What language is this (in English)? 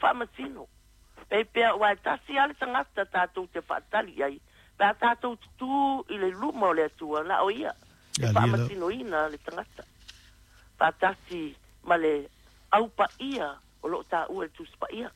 Samoan